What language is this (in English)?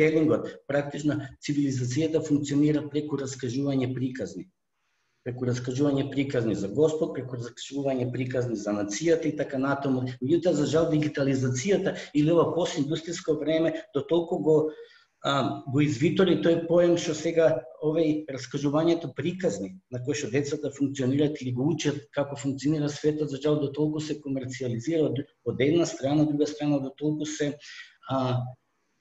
Macedonian